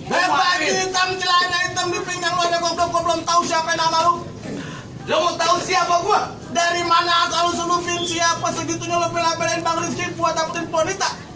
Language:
Betawi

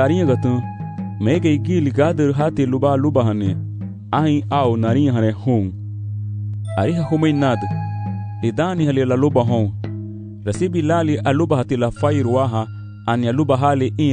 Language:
Garifuna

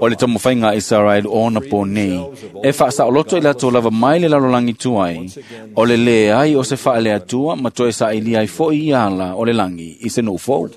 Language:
Samoan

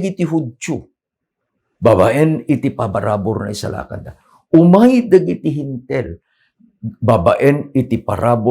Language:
Iloko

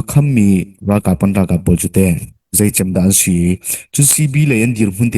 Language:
Hakha Chin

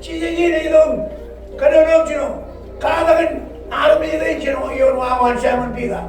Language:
Marshallese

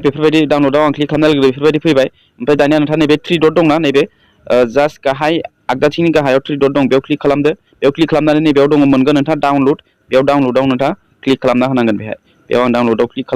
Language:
Bodo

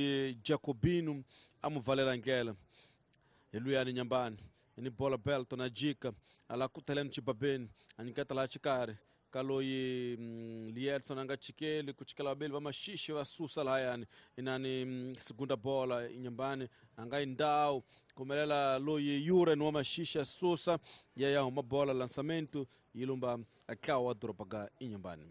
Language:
Tsonga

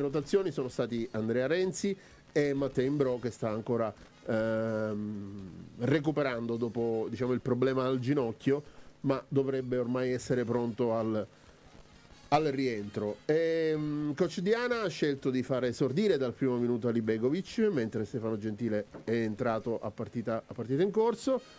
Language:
Italian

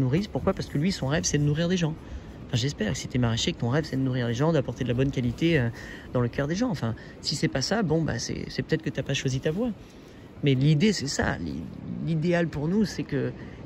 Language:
French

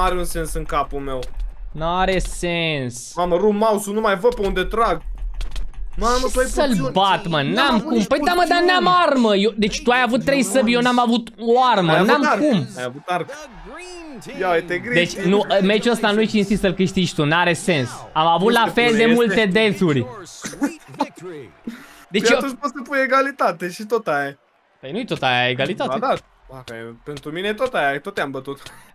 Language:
Romanian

